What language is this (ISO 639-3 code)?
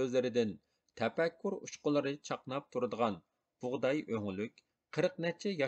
uig